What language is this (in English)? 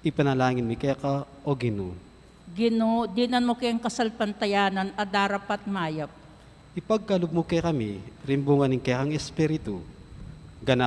Pampanga